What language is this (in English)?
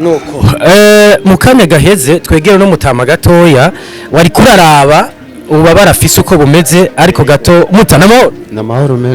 Rundi